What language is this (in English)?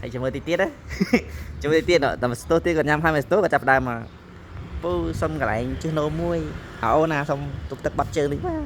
Khmer